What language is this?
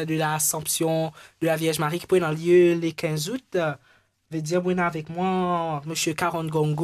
Morisyen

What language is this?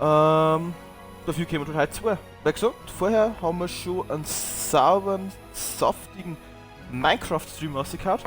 Bavarian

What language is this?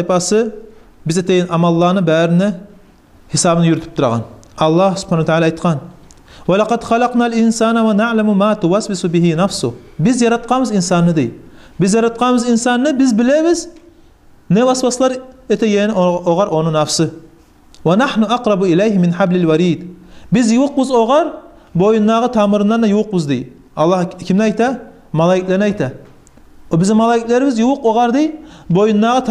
Kumyk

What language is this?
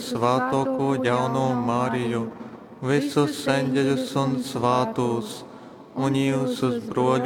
Latgalian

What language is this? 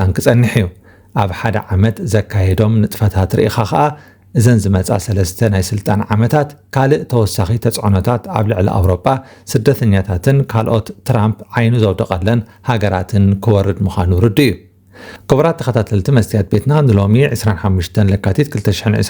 Tigrinya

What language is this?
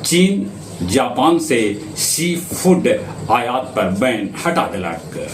Magahi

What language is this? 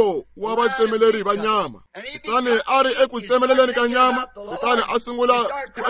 Tsonga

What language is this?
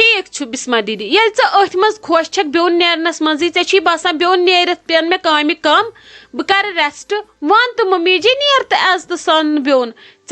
Kashmiri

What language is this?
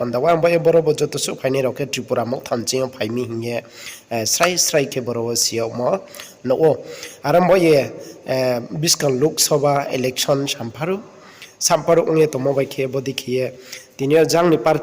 Riang (India)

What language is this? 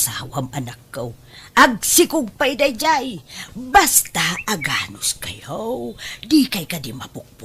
Iloko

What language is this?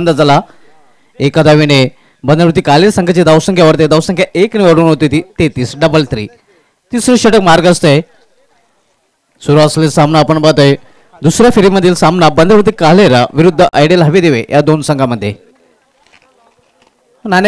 Marathi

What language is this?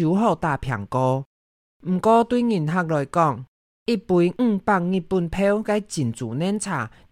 Hakka Chinese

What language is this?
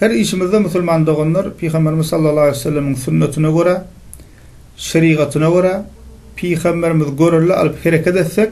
Turkmen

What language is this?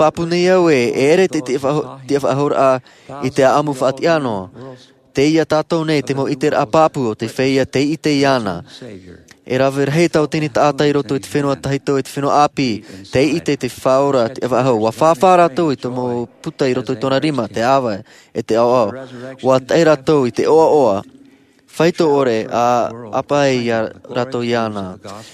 Tahitian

